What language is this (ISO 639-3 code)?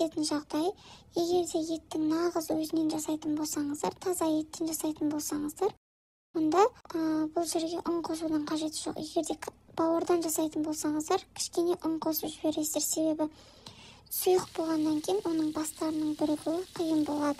kaz